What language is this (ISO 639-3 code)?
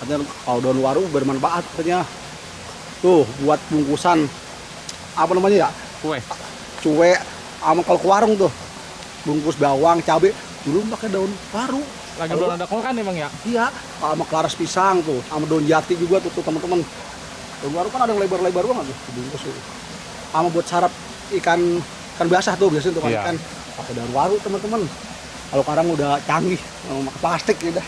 bew